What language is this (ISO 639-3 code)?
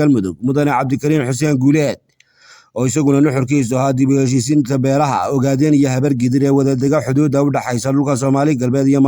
som